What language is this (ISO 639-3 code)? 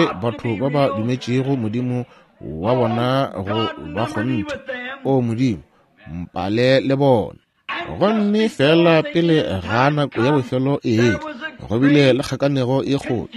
nso